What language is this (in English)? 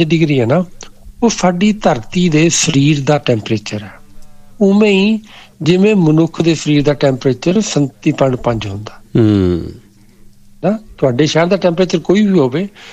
Punjabi